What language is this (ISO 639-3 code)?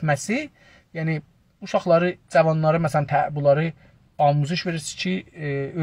azb